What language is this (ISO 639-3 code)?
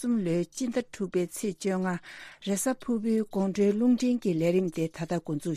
bod